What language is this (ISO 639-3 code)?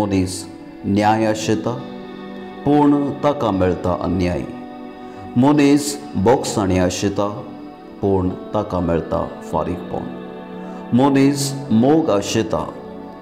kok